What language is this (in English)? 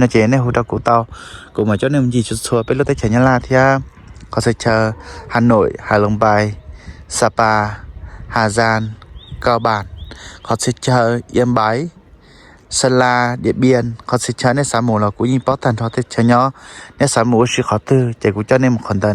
Hmong